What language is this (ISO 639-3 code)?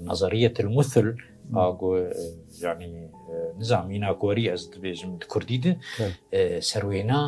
kur